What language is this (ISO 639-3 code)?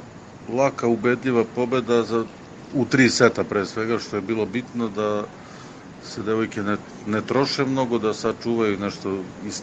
srp